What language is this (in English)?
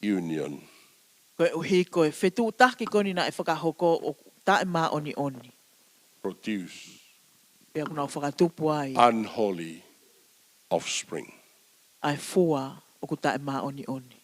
Tongan